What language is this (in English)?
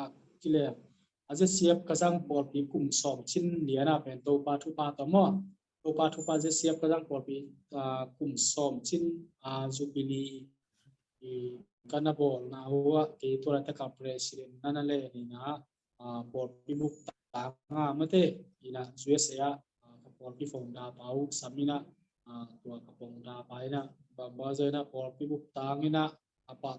Tedim Chin